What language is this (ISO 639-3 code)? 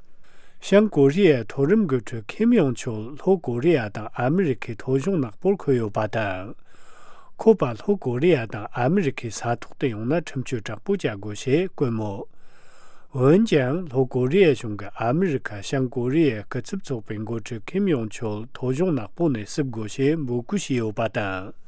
bod